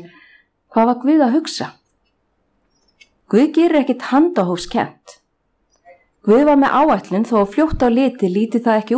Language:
Icelandic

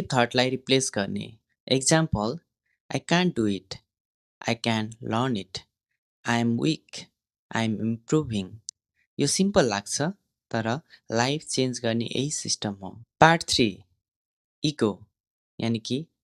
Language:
Nepali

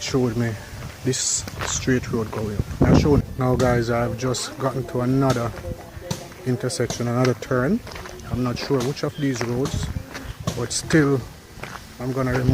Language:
Jamaican Creole English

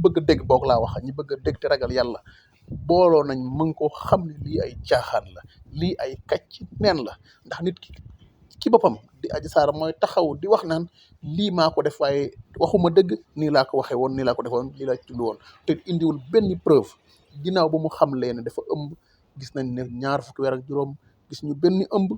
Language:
Wolof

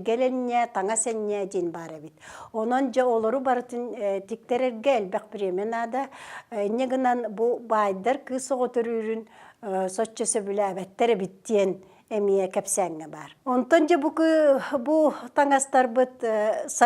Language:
Yakut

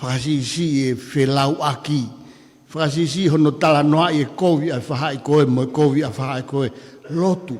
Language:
Tongan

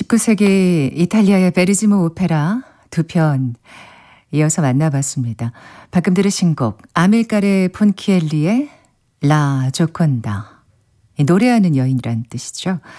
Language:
Korean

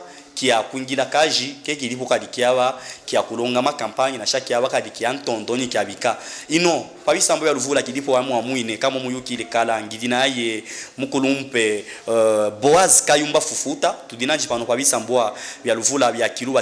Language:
Luba-Katanga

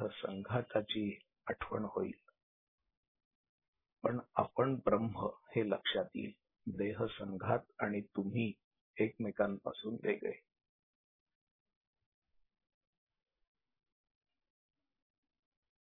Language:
Marathi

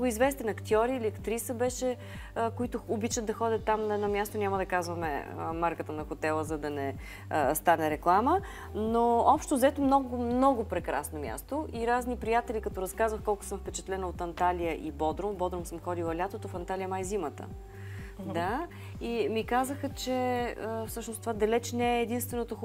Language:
Bulgarian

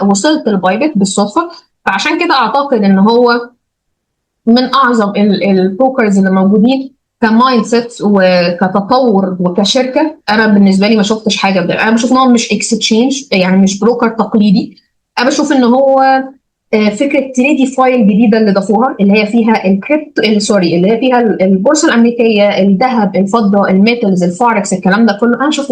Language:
Egyptian Arabic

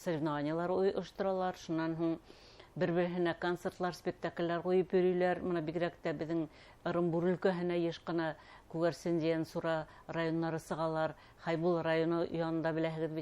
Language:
Bashkir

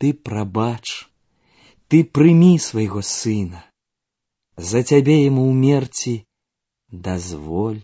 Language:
Belarusian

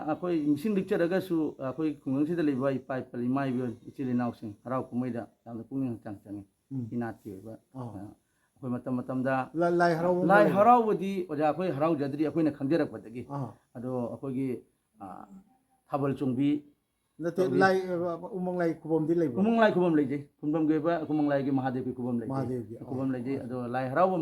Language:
Manipuri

